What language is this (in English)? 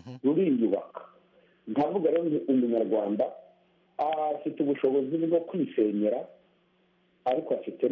Kinyarwanda